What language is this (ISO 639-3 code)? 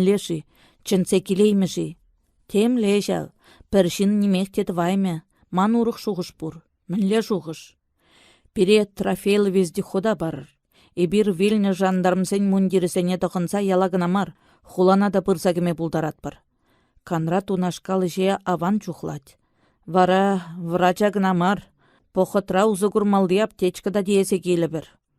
chv